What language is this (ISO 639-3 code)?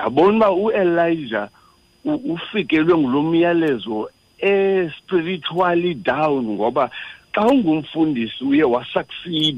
xho